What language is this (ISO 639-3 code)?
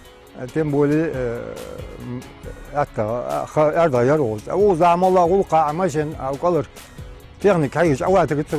inh